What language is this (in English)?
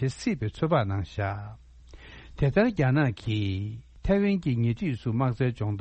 Tibetan